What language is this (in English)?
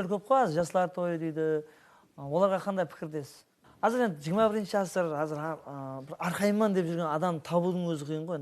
Kara-Kalpak